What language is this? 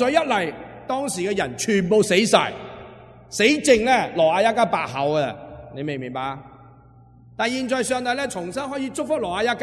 Cantonese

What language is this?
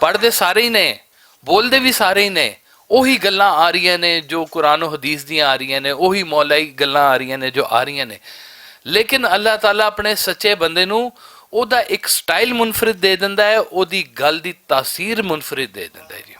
Western Panjabi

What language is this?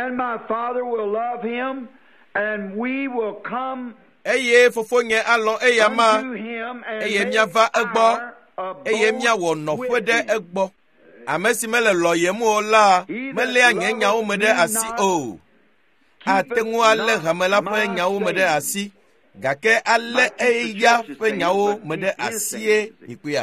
Ewe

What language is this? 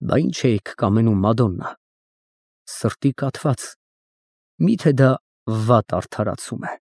Armenian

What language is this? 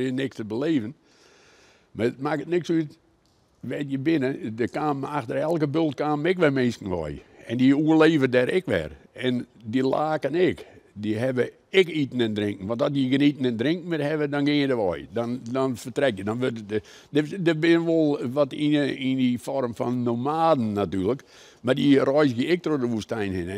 Western Frisian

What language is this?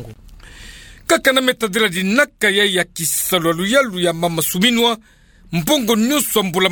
Kituba (Democratic Republic of Congo)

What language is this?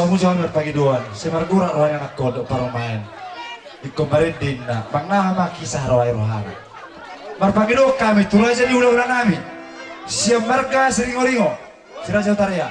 Batak Toba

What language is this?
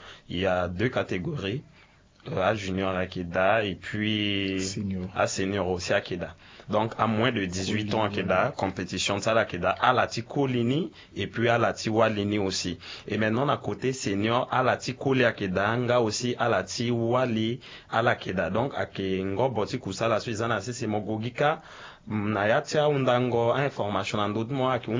Sango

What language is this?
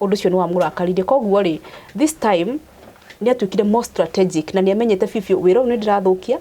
Kikuyu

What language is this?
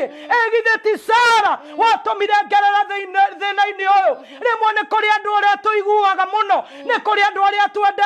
Kikuyu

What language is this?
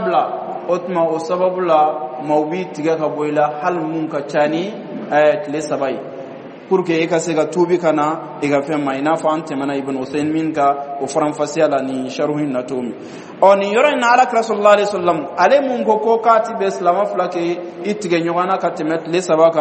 Bambara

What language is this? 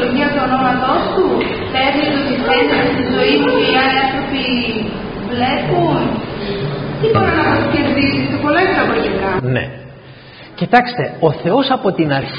Greek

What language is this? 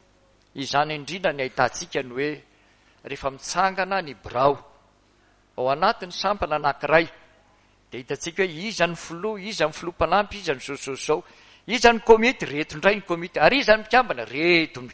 Malagasy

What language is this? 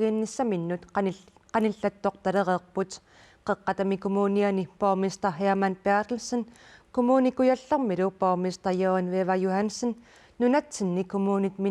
Kalaallisut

